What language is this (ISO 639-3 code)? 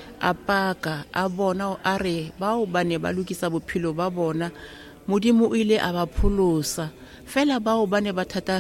tsn